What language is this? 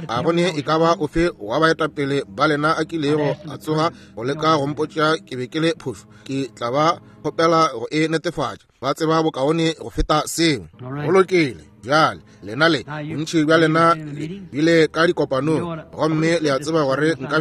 Northern Sotho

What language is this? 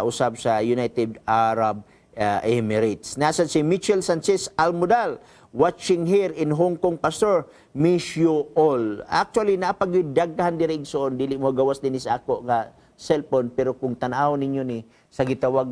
Cebuano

